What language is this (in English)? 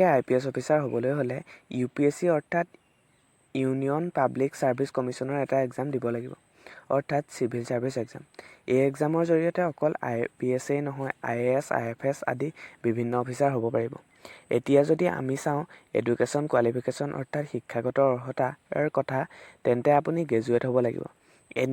Assamese